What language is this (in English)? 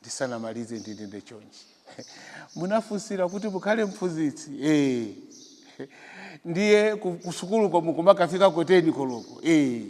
Nyanja